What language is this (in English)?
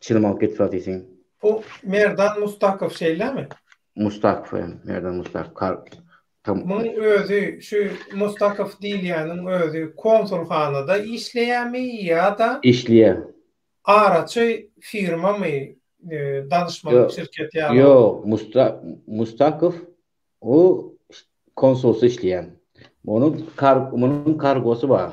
Turkmen